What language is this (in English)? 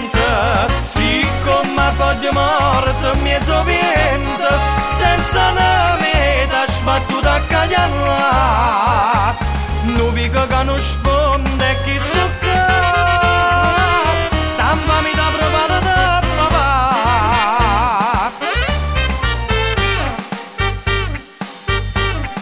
Italian